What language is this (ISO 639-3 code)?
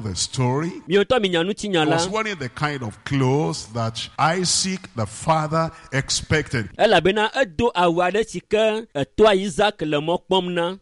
ewe